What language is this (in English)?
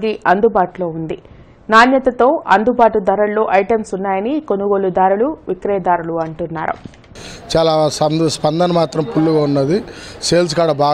Telugu